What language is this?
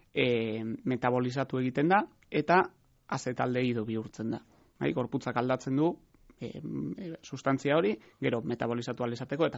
Basque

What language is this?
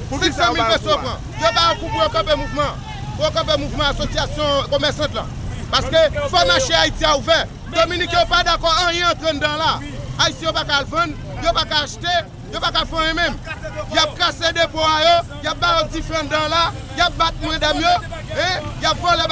Haitian Creole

